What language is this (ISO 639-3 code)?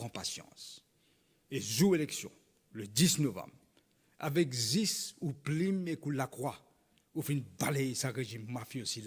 mfe